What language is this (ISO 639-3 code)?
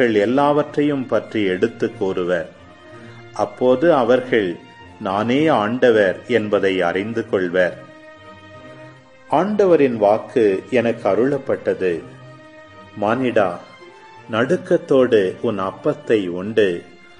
tam